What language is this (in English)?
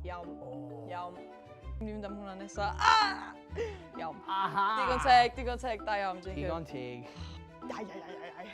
Welsh